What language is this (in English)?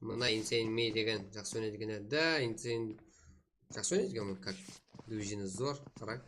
Kara-Kalpak